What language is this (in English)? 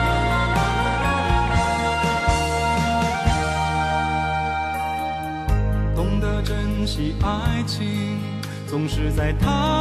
Chinese